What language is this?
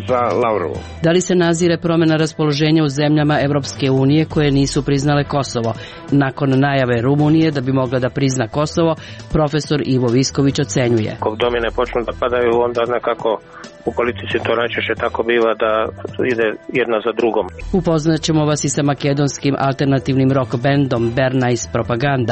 Serbian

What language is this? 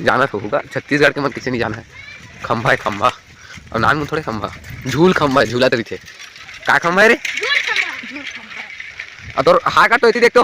Chhattisgarhi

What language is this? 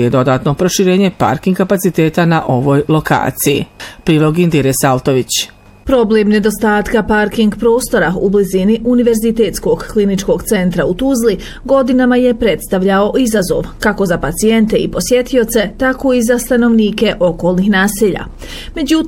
Bosnian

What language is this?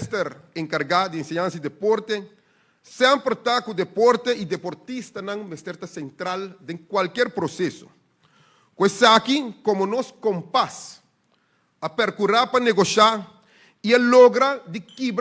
Papiamento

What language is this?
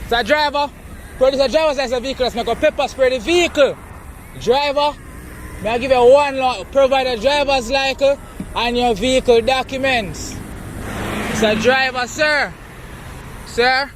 Jamaican Creole English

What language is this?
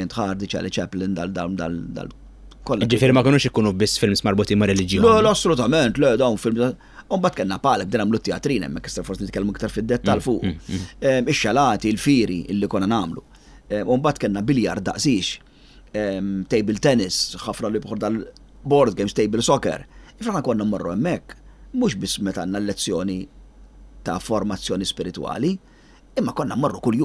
Maltese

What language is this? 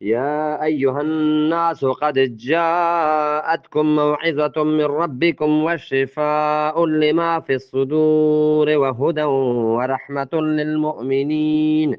Eastern Balochi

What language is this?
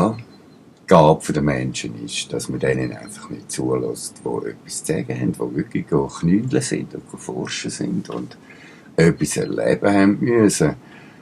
Swiss German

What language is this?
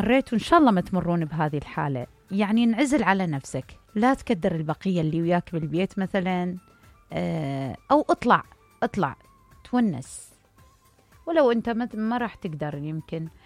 Mesopotamian Arabic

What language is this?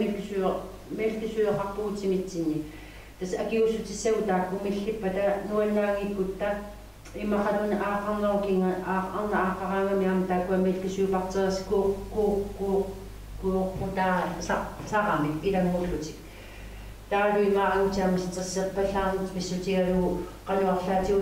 Kalaallisut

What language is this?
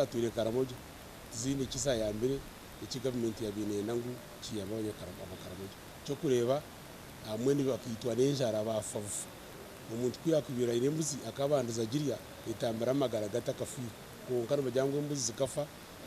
Nyankole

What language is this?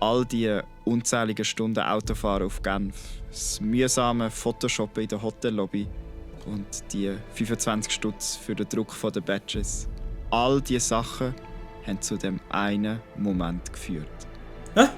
Swiss German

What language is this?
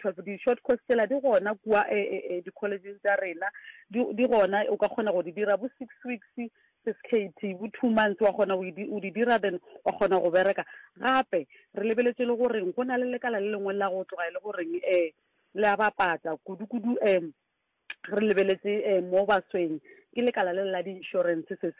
Northern Sotho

